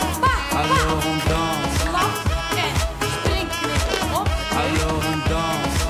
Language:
Western Frisian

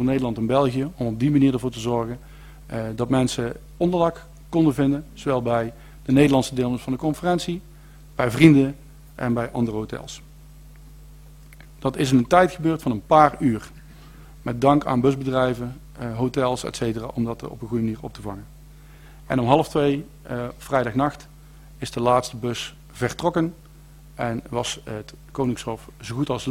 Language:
Dutch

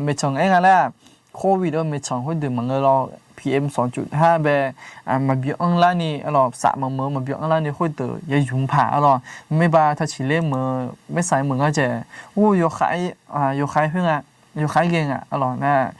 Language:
Akha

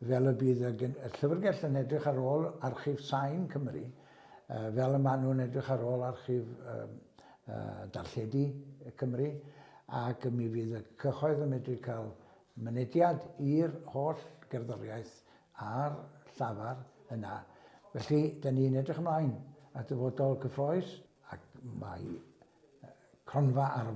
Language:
Welsh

